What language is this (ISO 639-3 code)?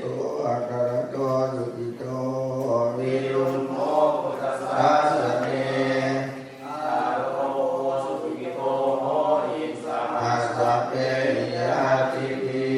pli